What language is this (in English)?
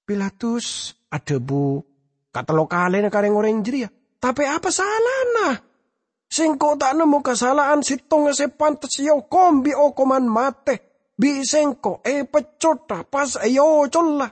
Madurese